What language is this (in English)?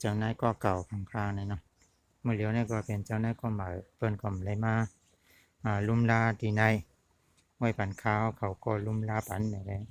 Shan